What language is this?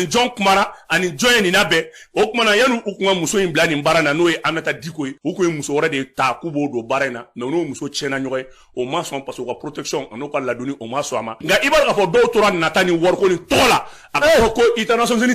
Bambara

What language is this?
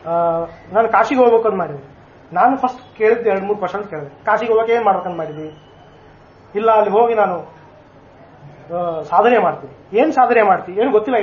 Kannada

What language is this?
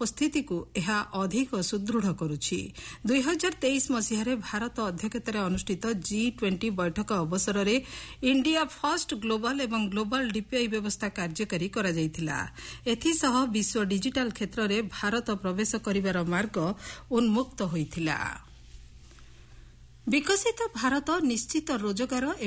Odia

